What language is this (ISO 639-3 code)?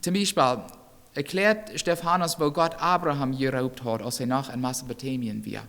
pdt